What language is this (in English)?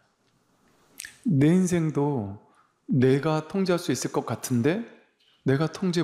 Korean